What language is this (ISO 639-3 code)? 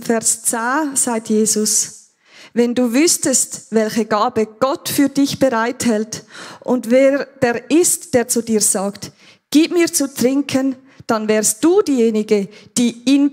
gsw